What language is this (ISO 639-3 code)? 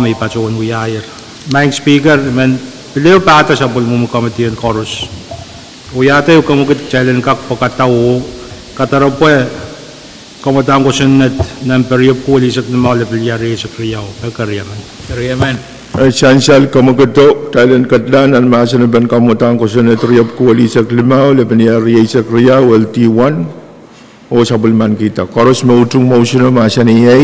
pon